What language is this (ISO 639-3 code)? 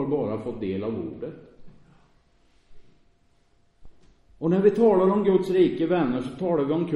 swe